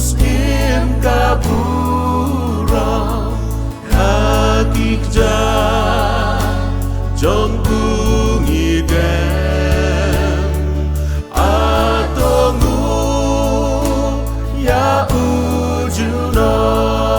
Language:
Khasi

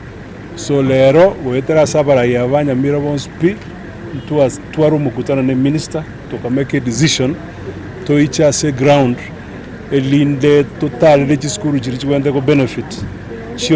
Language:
Gusii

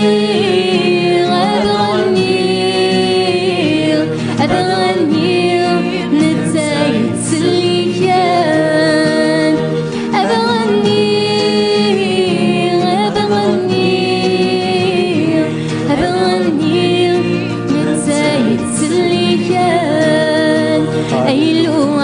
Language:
Kabyle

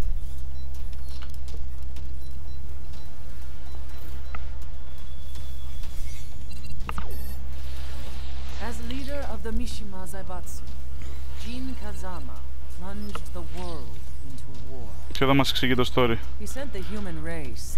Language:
Greek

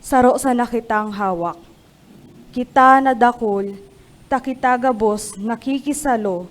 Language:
Bikol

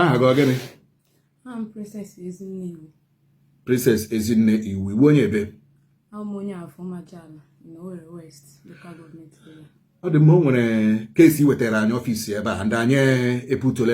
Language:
Igbo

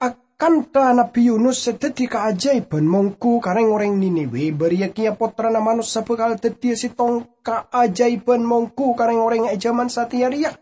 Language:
Madurese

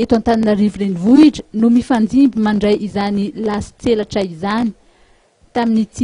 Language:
Malagasy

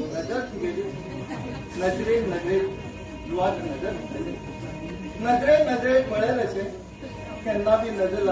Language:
Konkani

